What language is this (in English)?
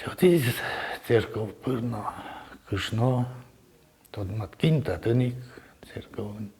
Udmurt